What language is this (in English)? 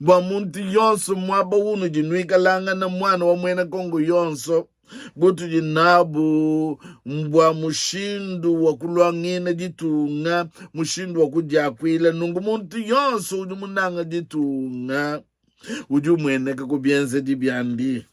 Luba-Lulua